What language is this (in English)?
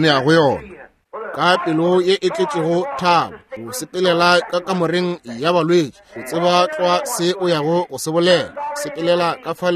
Northern Sotho